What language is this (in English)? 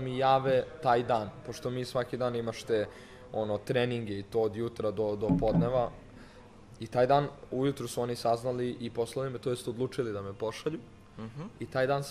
Serbian